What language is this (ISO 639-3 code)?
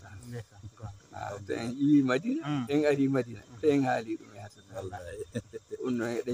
ful